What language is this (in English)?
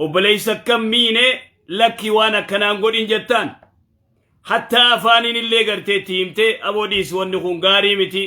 Oromo